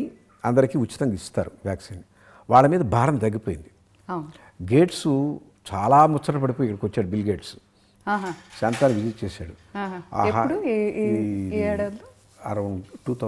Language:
Telugu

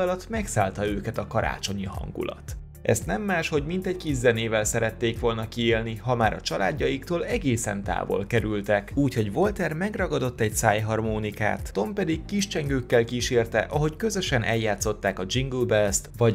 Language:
Hungarian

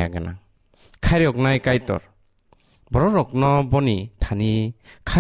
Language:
Kok Borok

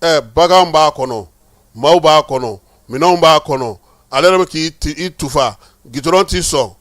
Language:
Bambara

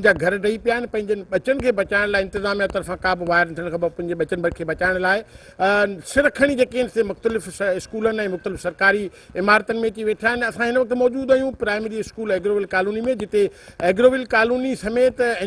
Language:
Sindhi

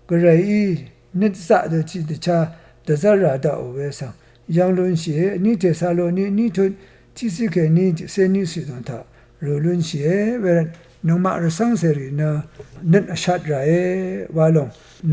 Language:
Rawang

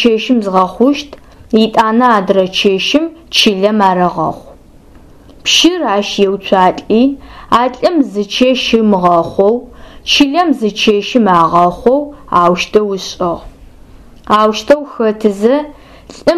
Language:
Adyghe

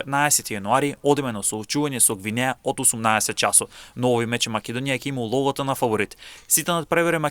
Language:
Macedonian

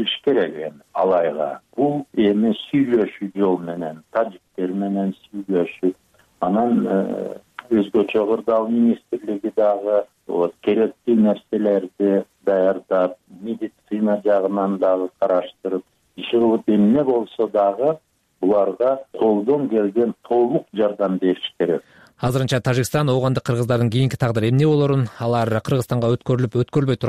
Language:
Kyrgyz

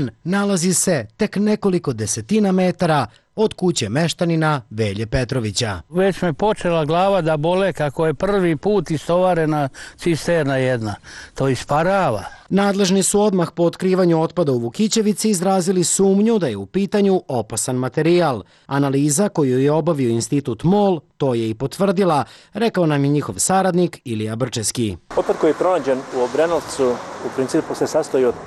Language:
Serbian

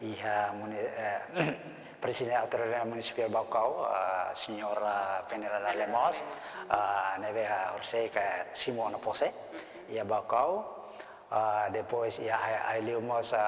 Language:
Tetum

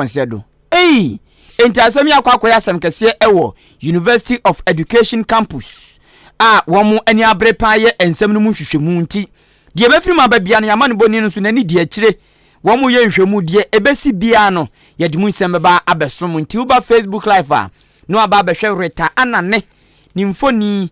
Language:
Akan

